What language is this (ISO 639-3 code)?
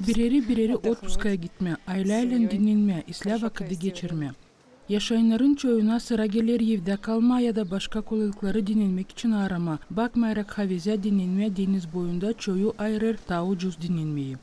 gag